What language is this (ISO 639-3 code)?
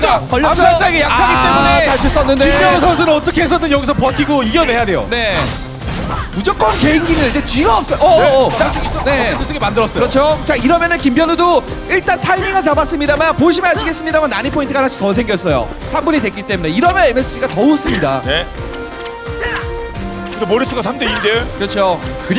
kor